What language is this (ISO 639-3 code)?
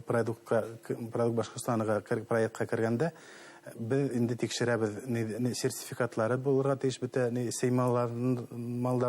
bak